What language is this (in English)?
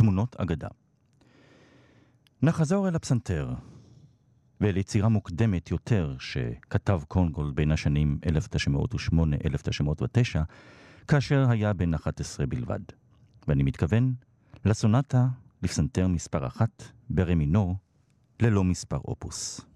Hebrew